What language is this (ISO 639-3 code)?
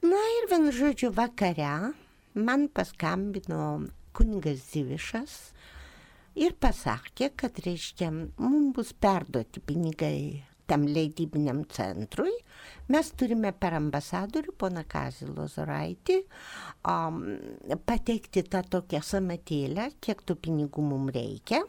lit